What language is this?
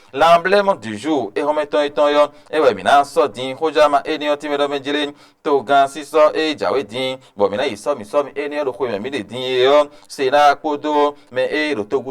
Fon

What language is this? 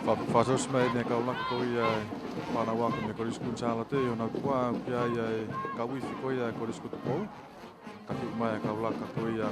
Tongan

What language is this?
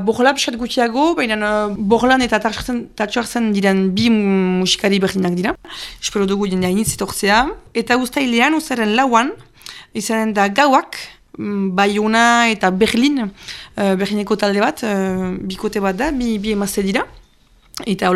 Basque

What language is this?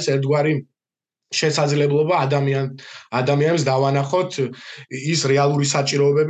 Georgian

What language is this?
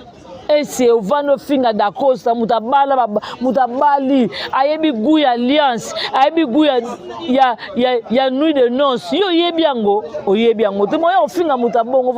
Lingala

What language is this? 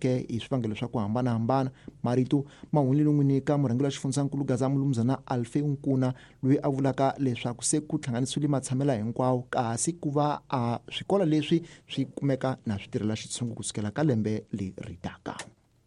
Tsonga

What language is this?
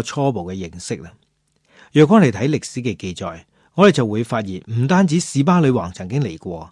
Cantonese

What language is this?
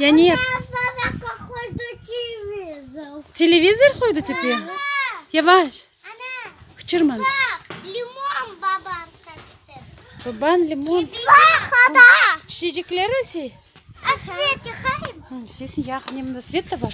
Crimean Tatar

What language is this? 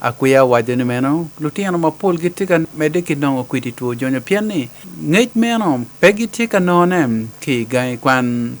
Acoli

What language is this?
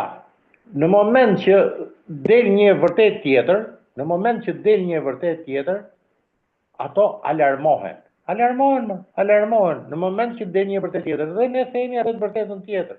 Albanian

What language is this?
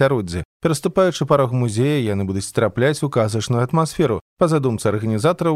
Belarusian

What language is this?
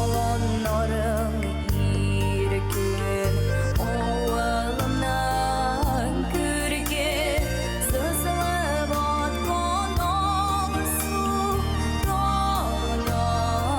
Tatar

